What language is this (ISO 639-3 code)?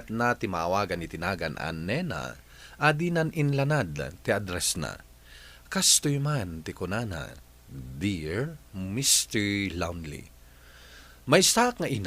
ilo